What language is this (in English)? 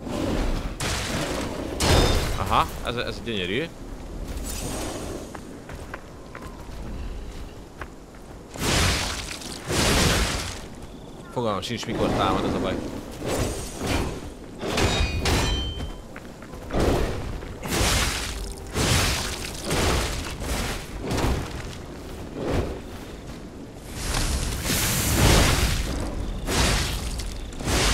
Hungarian